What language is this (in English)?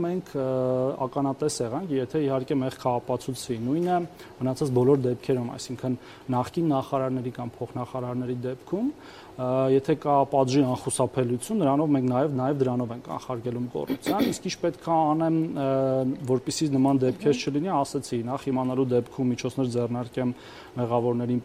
Armenian